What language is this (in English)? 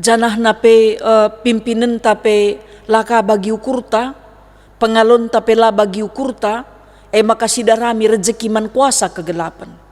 Batak Karo